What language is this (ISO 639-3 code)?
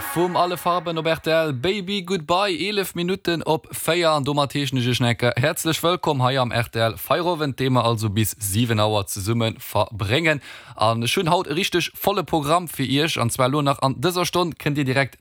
ltz